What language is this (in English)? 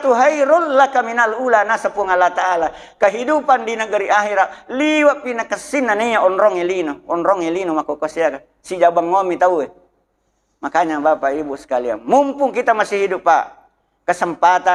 Buginese